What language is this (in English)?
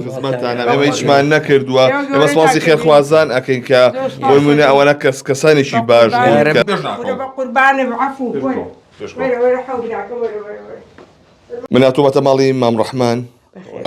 Central Kurdish